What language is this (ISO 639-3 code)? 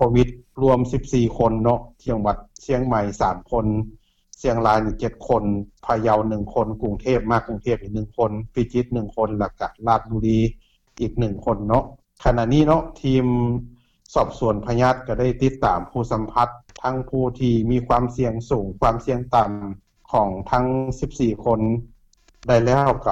lao